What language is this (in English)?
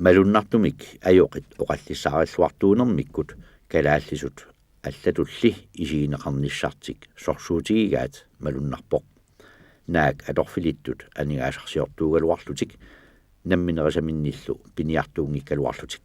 Kalaallisut